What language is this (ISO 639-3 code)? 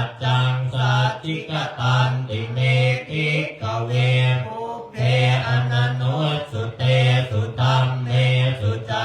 pli